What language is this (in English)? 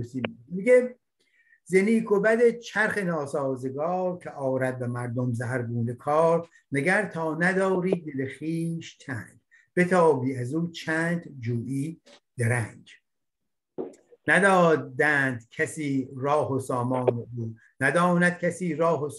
Persian